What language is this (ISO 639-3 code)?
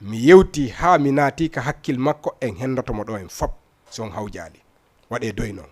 ful